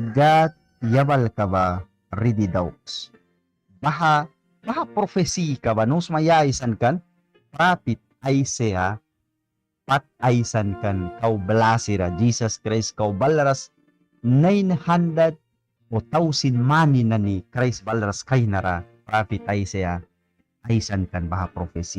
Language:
Mískito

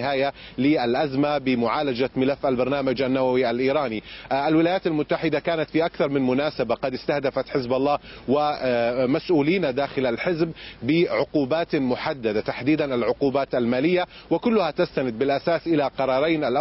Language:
Arabic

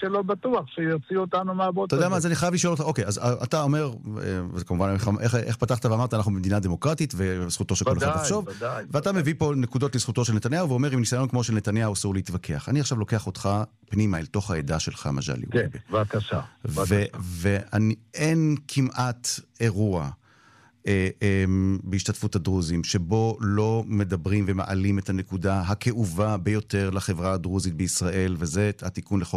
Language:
Hebrew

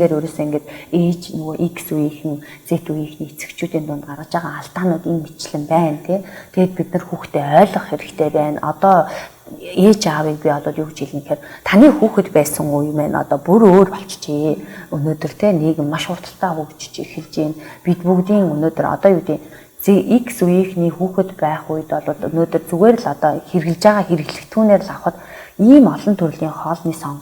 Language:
Mongolian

